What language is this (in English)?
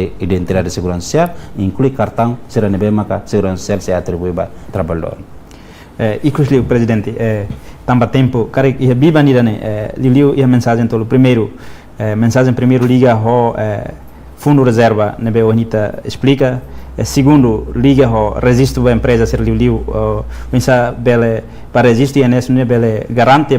Tetum